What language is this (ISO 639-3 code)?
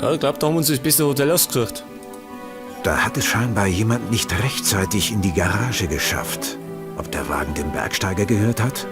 bar